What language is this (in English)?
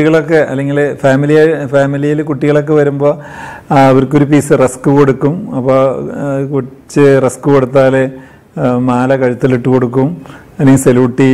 Malayalam